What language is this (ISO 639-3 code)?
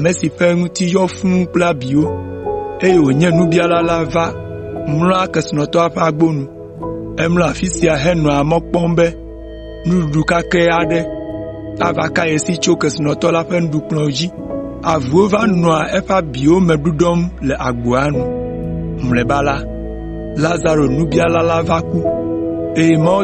ewe